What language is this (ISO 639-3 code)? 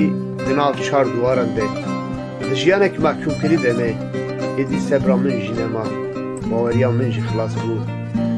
kur